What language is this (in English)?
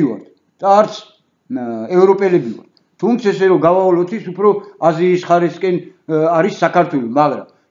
Georgian